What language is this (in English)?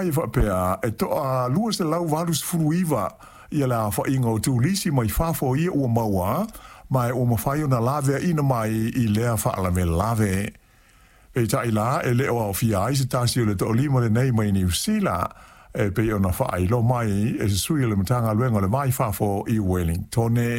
Samoan